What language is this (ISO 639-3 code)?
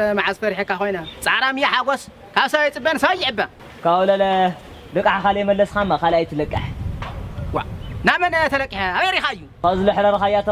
tir